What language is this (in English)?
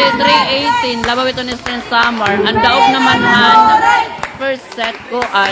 Waray